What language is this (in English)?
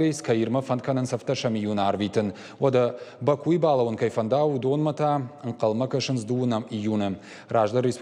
Ossetic